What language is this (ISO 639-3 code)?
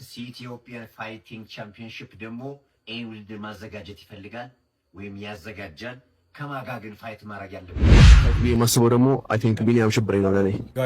amh